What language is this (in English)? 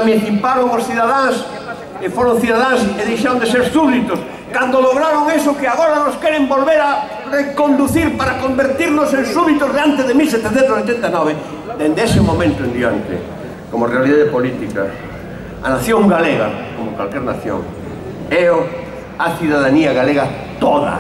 Galician